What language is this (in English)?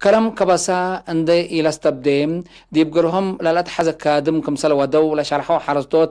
Tigre